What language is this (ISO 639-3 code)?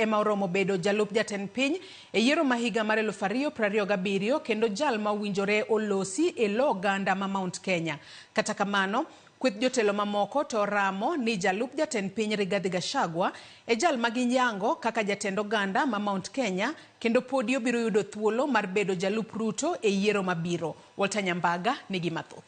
luo